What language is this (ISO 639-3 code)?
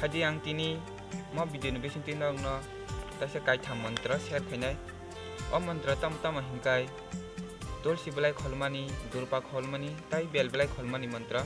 trp